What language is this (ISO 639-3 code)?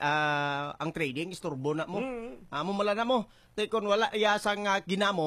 hil